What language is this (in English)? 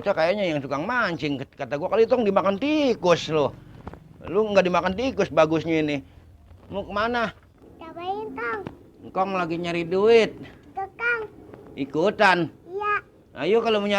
Betawi